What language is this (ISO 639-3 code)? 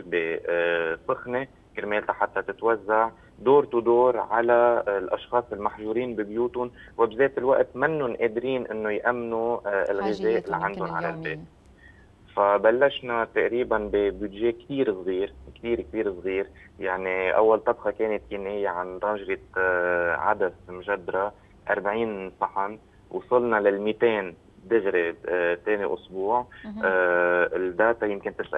apc